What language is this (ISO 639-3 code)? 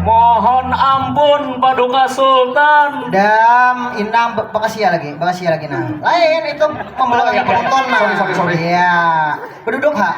bjn